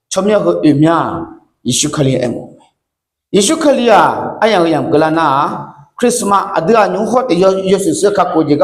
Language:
Akha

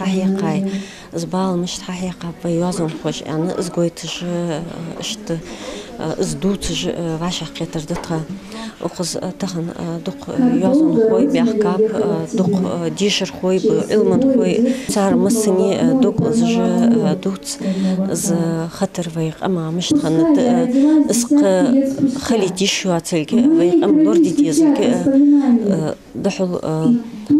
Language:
Ingush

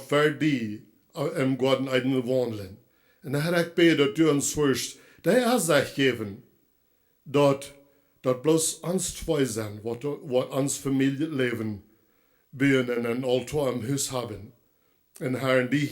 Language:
Plautdietsch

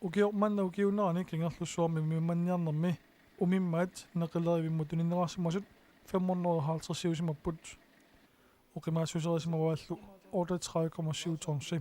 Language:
Kalaallisut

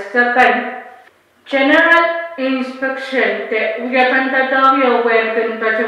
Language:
Pohnpeian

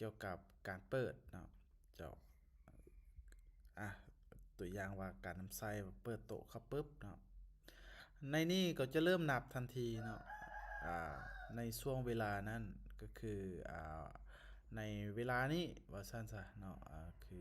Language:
Lao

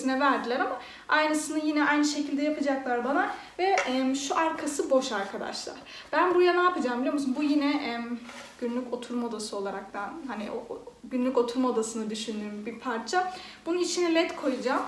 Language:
Turkish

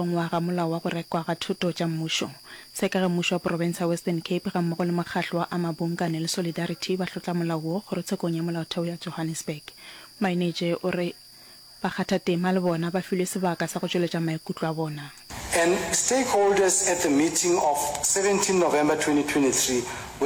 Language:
Northern Sotho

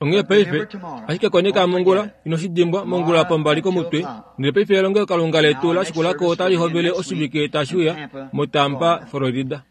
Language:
Kuanyama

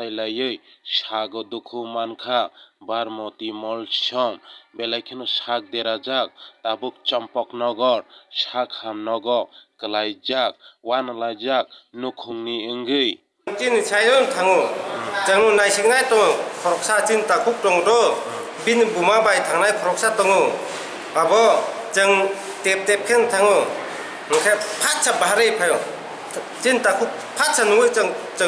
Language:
Kok Borok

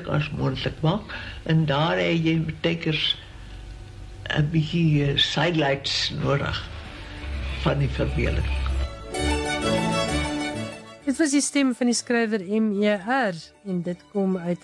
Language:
Afrikaans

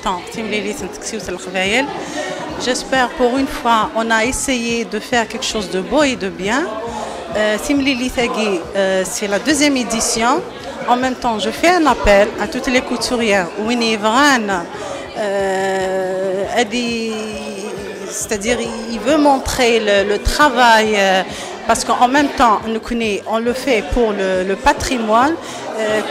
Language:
Kabyle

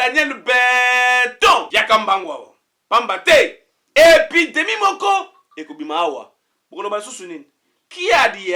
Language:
Lingala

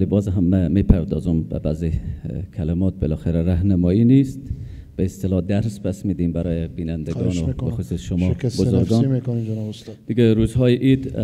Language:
Persian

